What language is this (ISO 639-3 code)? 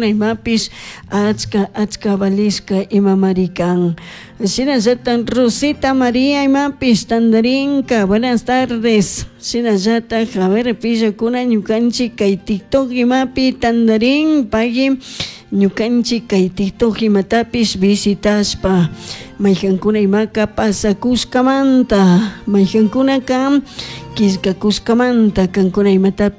qug